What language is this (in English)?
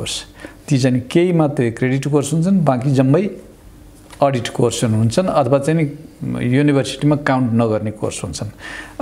Nepali